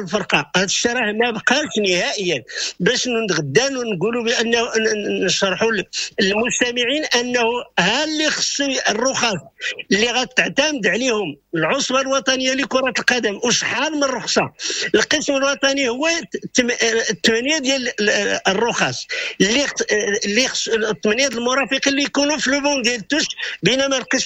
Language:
Moroccan Arabic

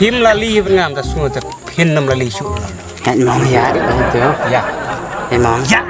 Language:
Khasi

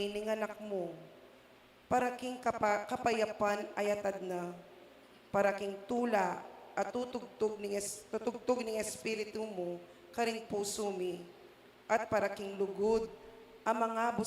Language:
Pampanga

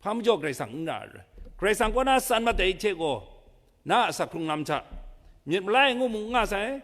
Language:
Kachin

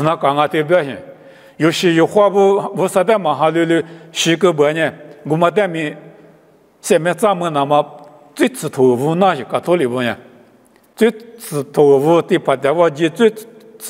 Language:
Lisu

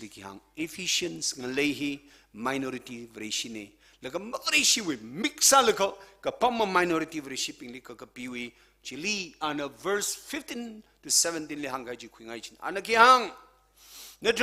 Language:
Tangkhul Naga (India)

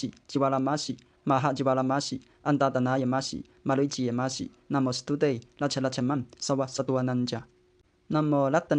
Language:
Pali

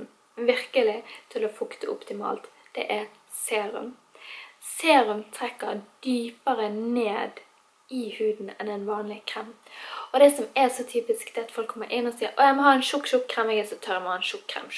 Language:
Norwegian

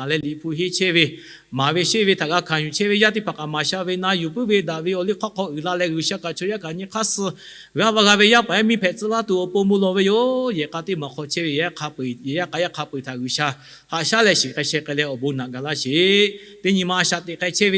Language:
Lahu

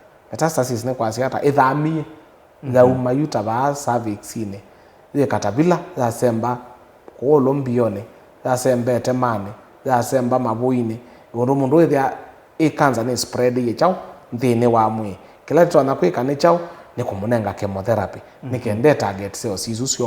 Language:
Kamba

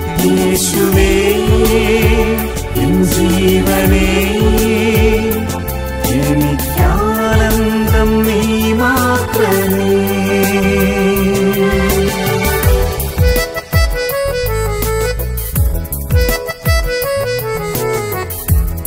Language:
Malayalam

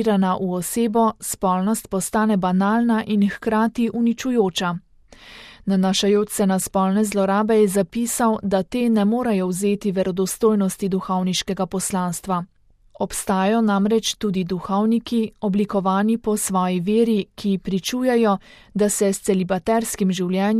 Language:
Slovenian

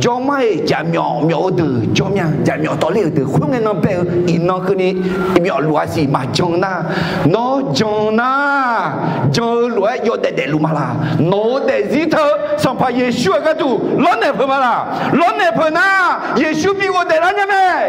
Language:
Akha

